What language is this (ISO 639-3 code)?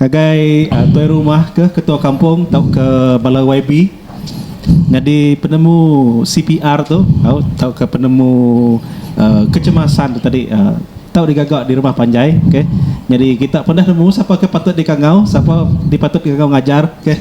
iba